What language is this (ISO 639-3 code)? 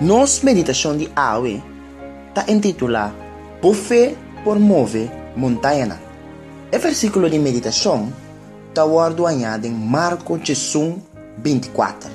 pap